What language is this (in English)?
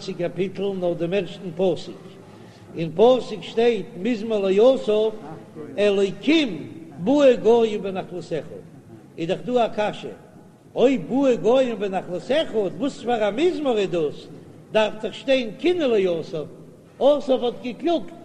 Yiddish